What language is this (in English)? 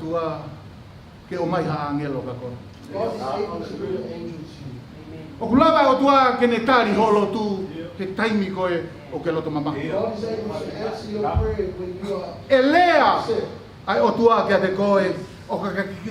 Tongan